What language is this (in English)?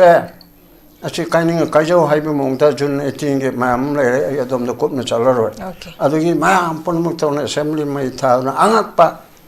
Manipuri